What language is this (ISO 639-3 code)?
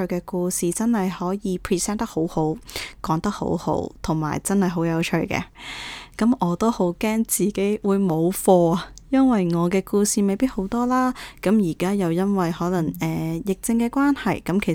yue